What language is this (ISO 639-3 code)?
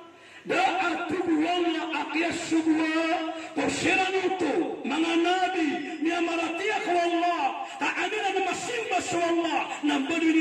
mrw